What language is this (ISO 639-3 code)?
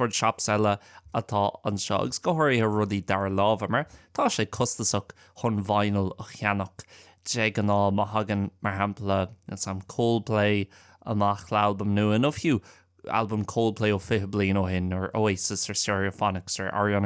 gle